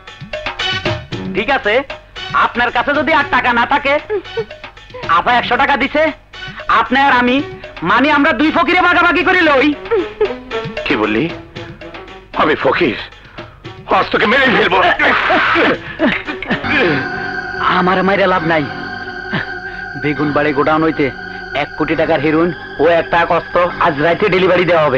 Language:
Bangla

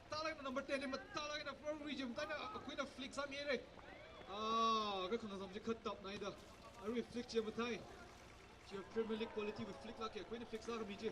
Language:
Tangkhul Naga (India)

